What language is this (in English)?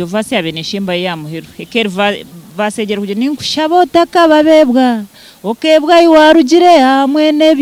Nyankole